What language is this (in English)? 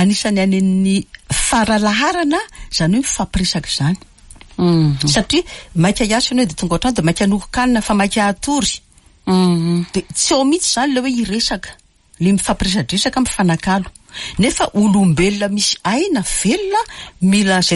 Malagasy